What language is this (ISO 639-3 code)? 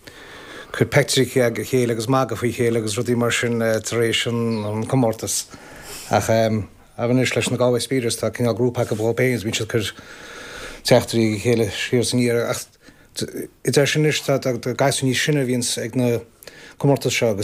gle